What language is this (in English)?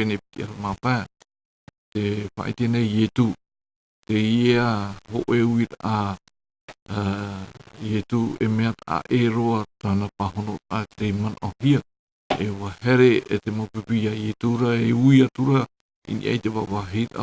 Tahitian